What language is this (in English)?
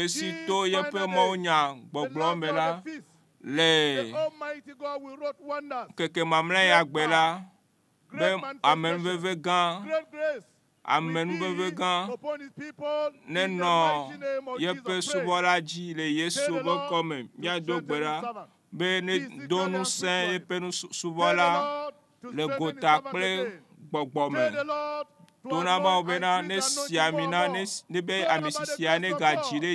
Ewe